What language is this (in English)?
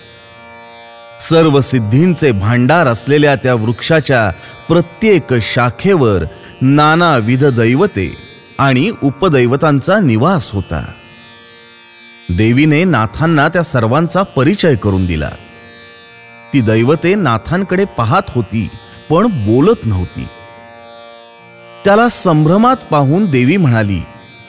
Marathi